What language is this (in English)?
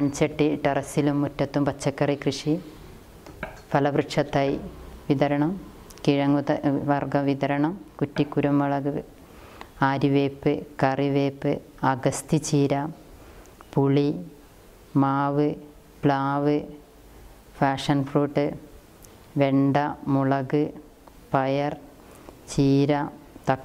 Malayalam